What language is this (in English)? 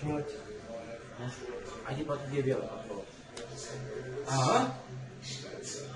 Croatian